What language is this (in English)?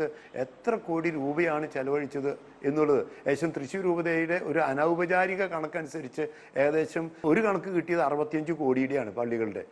Malayalam